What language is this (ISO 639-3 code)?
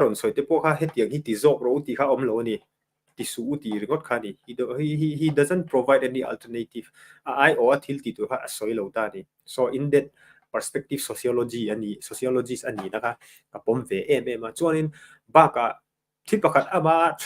lus